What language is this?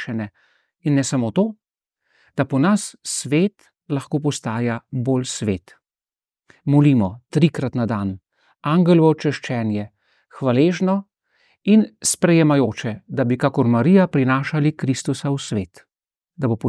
Slovenian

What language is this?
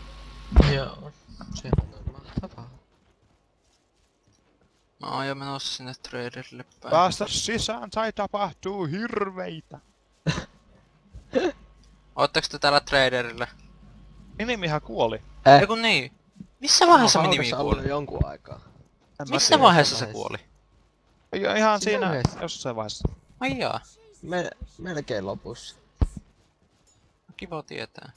Finnish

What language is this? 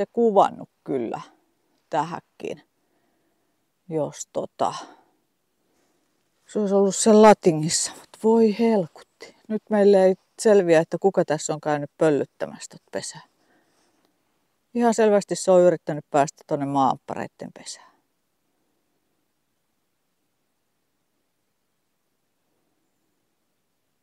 Finnish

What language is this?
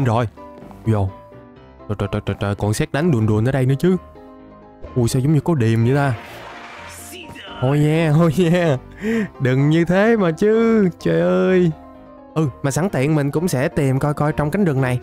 Vietnamese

